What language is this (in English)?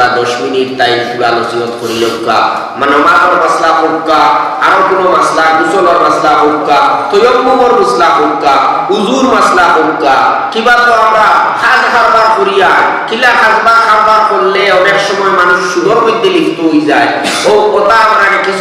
Sylheti